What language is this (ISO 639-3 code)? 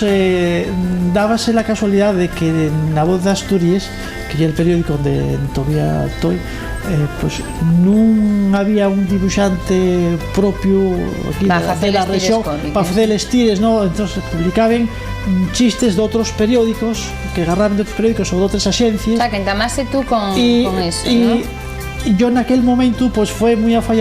ast